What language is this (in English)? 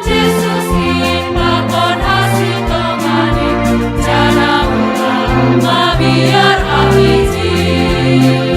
Batak Simalungun